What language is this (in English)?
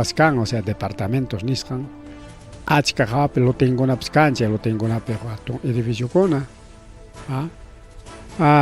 Ayacucho Quechua